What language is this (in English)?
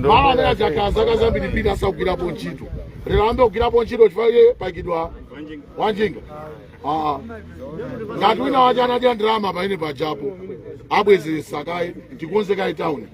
Nyanja